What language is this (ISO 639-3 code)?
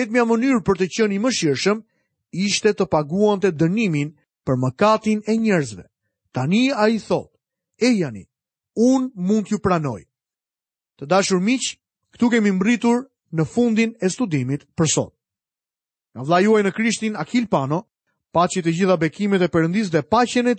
sqi